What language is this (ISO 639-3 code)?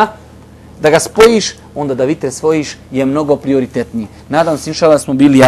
bos